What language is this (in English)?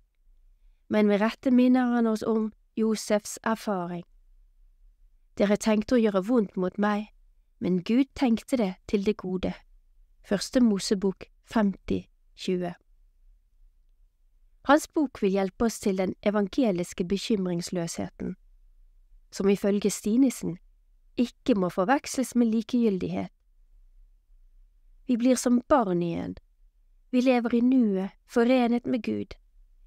Norwegian